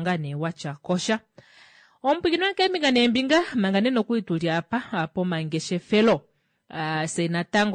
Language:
Kuanyama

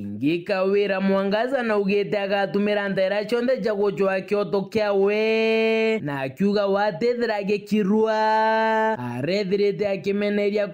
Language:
Meru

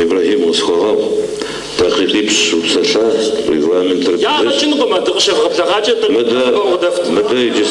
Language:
Kabardian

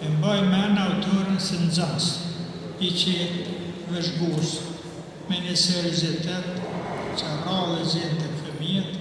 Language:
Albanian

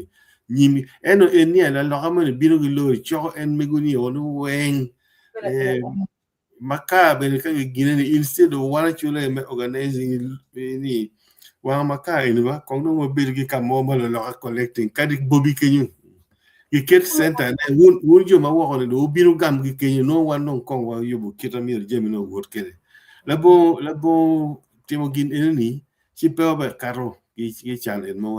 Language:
Acoli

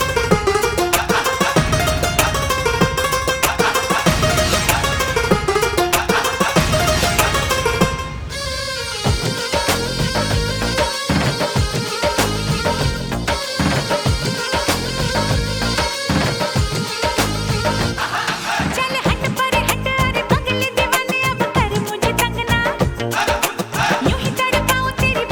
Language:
Hindi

